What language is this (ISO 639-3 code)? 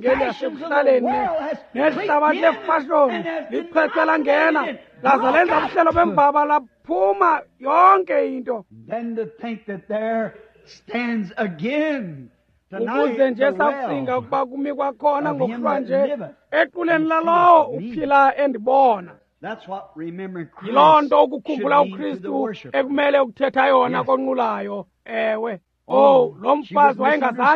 xho